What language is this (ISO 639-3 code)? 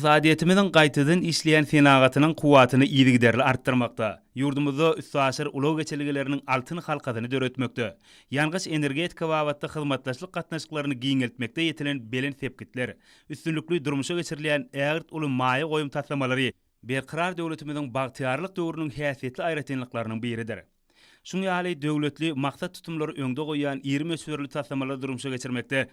tuk